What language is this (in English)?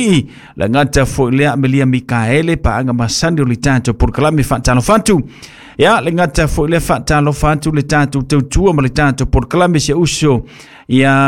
Samoan